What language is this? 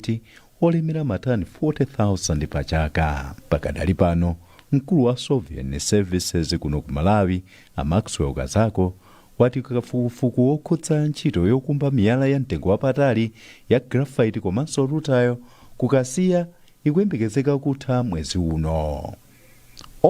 Nyanja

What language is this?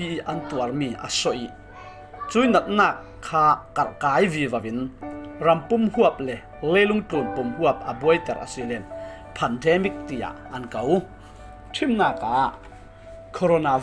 Falam Chin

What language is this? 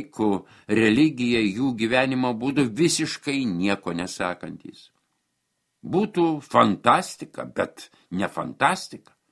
Lithuanian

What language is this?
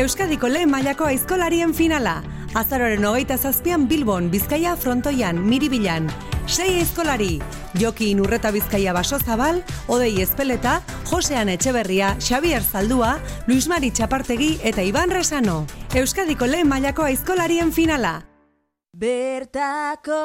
Basque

